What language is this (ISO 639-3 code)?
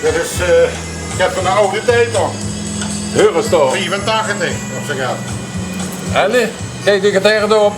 lim